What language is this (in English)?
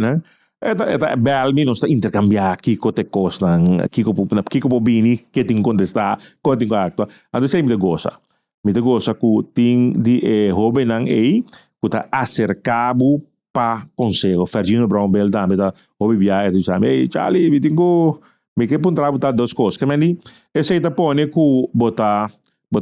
Papiamento